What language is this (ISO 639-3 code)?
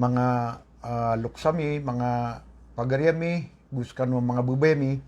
mrw